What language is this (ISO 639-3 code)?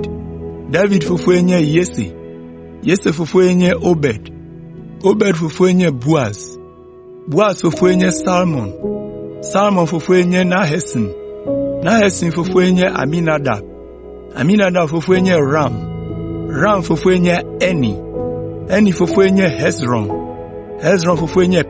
ewe